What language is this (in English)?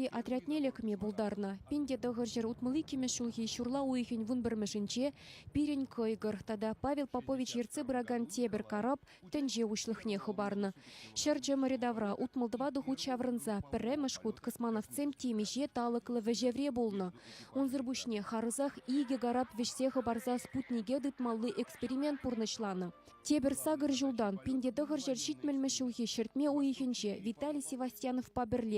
Chuvash